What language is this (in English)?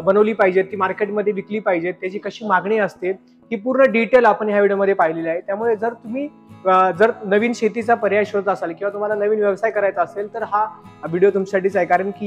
Marathi